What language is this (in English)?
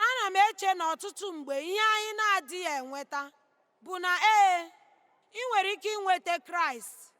Igbo